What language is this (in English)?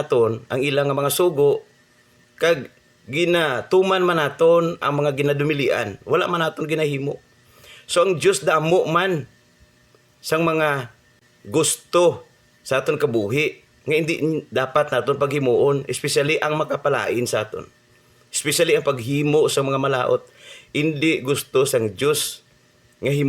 Hiligaynon